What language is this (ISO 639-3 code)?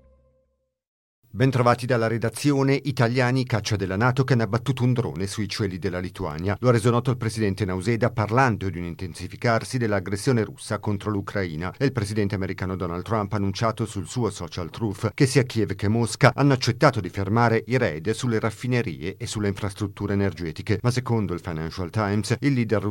ita